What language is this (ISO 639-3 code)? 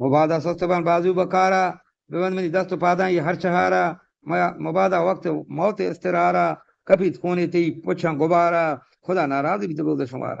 bgp